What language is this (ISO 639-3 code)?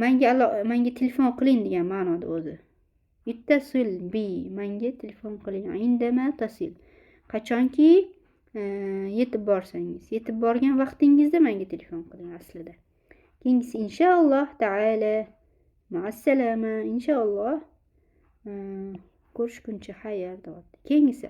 uzb